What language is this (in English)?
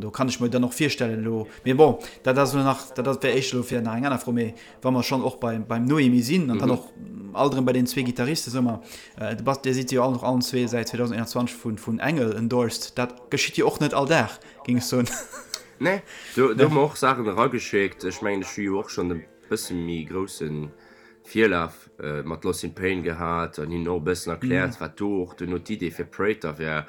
Luxembourgish